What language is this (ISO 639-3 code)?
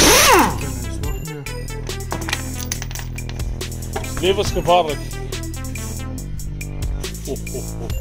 nld